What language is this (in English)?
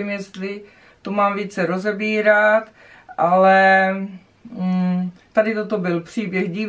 Czech